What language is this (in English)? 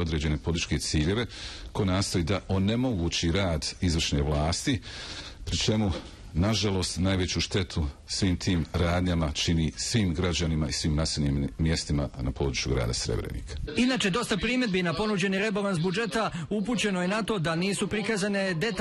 Bosnian